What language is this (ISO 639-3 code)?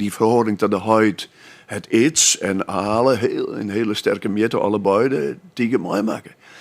fry